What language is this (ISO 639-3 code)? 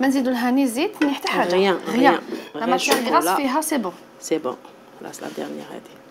arq